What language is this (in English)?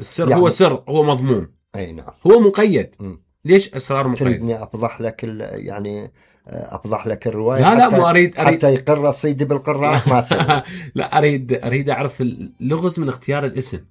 Mesopotamian Arabic